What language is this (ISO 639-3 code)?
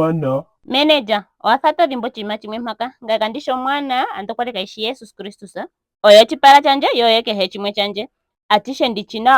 ndo